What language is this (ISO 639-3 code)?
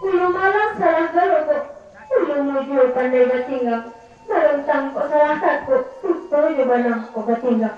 min